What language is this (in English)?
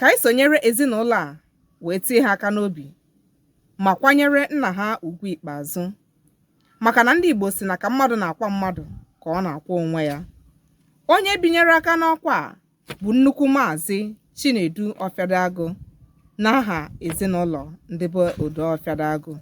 Igbo